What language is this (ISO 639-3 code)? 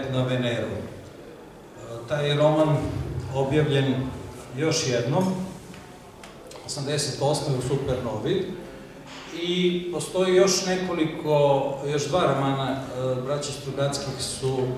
srp